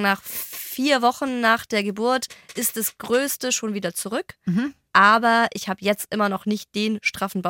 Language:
German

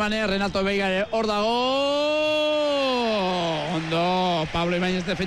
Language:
Basque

